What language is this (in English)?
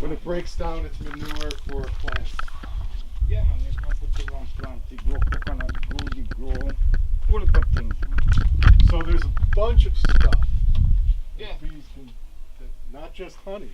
Jamaican Creole English